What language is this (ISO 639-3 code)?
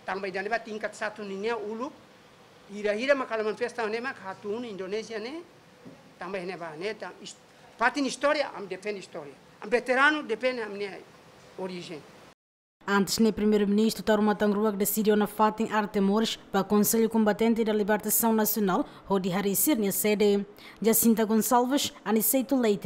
tet